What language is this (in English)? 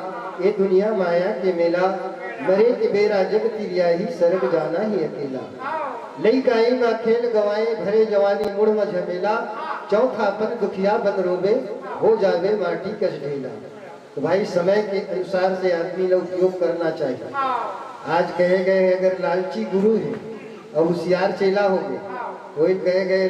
Chhattisgarhi